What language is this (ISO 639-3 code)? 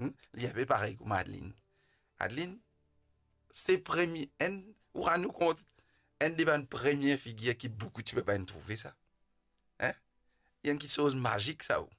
mfe